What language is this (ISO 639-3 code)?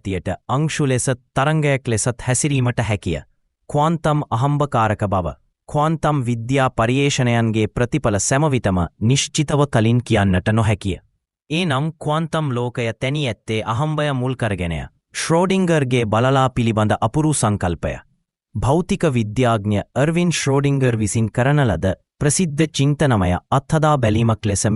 sin